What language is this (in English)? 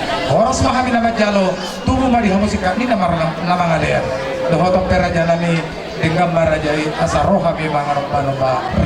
Batak Toba